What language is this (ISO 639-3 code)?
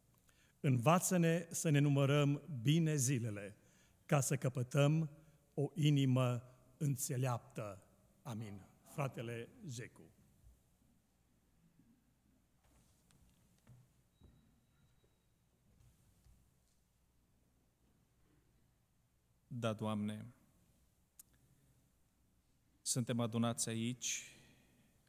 ron